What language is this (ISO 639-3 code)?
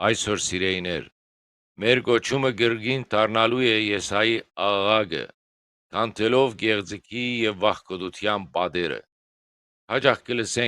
hyw